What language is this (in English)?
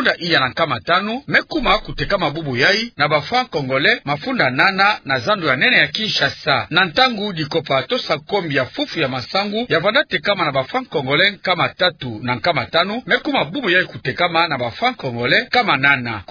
Kituba (Democratic Republic of Congo)